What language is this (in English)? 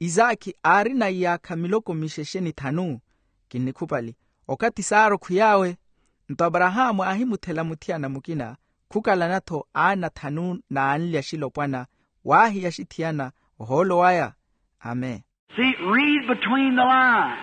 Makhuwa